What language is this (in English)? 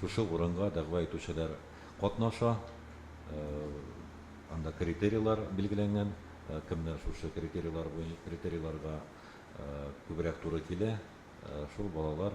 Tatar